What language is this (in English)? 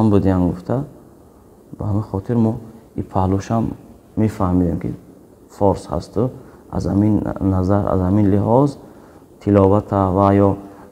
Tajik